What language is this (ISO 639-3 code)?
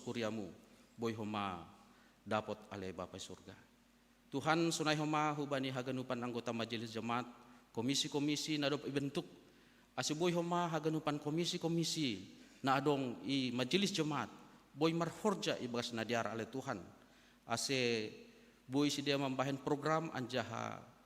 bts